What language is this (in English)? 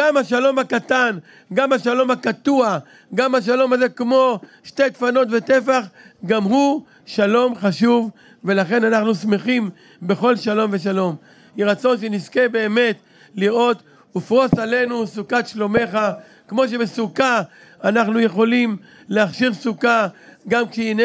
Hebrew